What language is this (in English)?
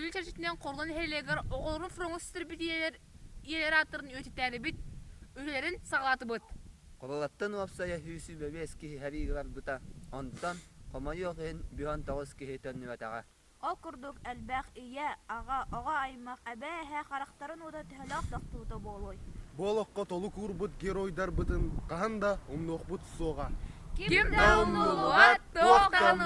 Yakut